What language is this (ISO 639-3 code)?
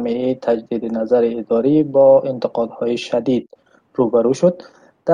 tgk